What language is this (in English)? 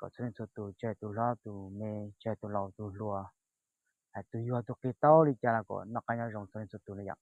Hmong